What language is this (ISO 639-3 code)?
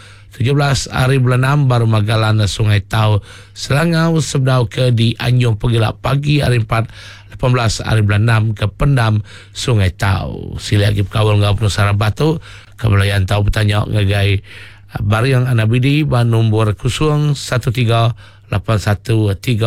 iba